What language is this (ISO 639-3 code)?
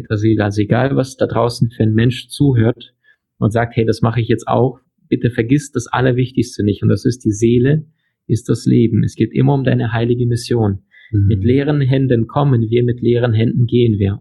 deu